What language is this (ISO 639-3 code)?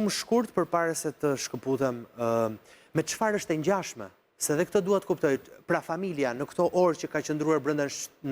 sqi